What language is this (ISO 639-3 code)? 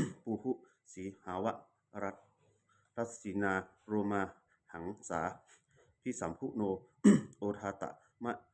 pli